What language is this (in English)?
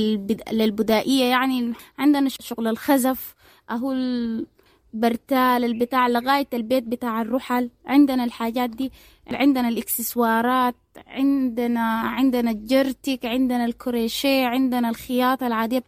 Sudanese Arabic